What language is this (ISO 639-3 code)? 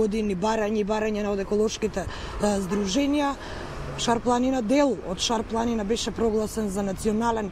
mkd